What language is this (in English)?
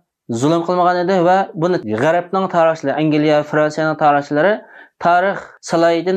Uyghur